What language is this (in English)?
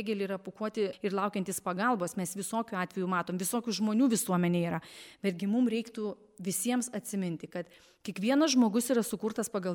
Lithuanian